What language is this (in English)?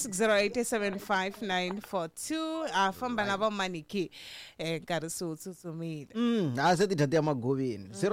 Tsonga